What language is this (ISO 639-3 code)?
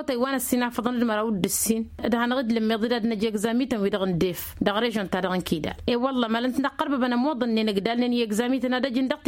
taq